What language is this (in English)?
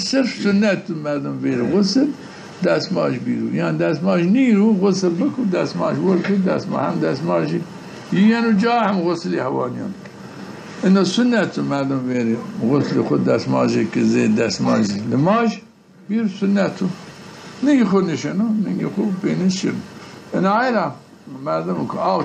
Zaza